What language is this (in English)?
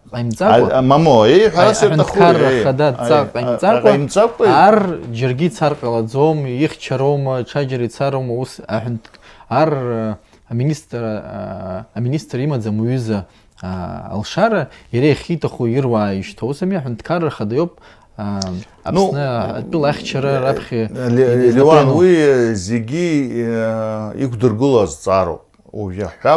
Abkhazian